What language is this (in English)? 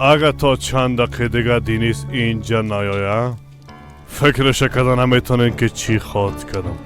Persian